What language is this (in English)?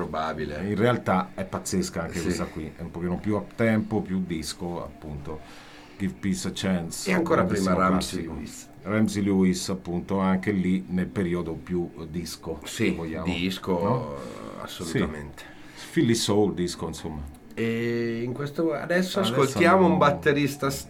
Italian